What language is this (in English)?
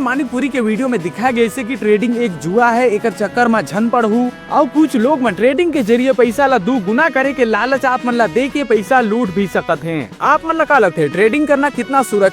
Chhattisgarhi